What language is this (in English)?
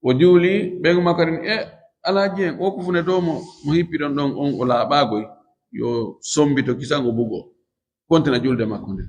Fula